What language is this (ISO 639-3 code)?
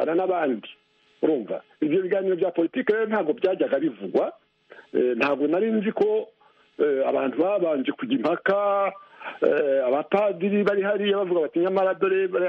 kin